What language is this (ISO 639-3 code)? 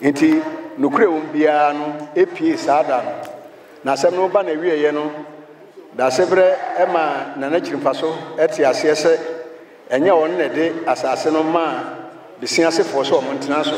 aka